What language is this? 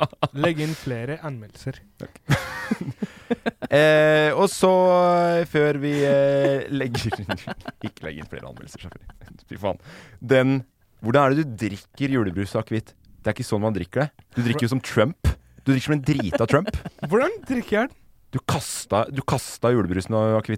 Norwegian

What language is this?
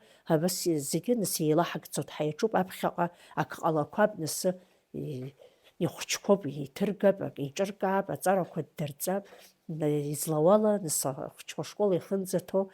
Abkhazian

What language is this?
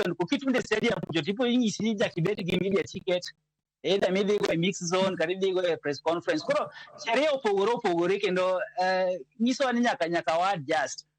Luo (Kenya and Tanzania)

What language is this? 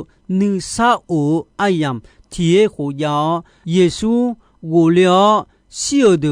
Akha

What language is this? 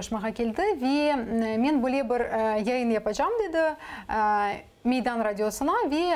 Crimean Tatar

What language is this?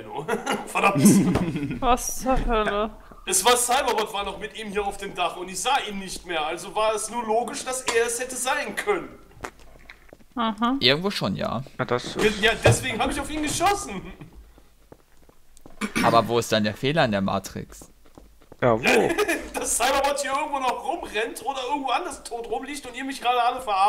German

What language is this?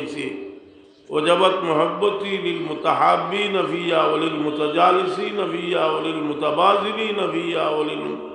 Sylheti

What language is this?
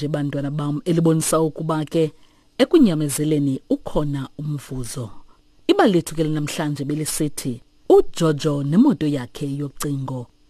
Xhosa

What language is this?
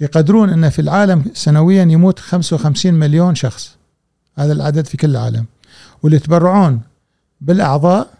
Gulf Arabic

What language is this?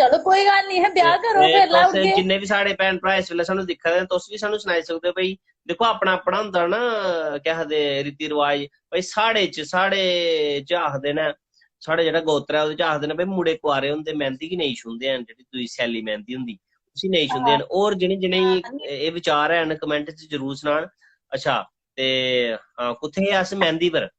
Dogri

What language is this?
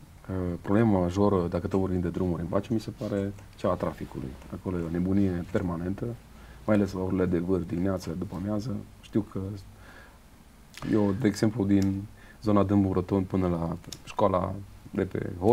Romanian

